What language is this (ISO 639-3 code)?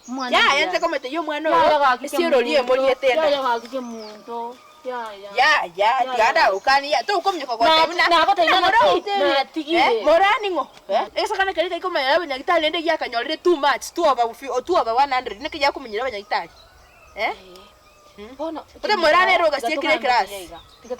guz